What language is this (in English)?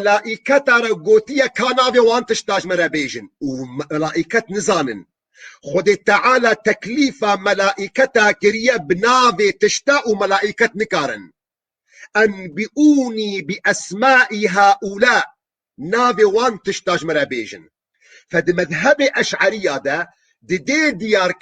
Kurdish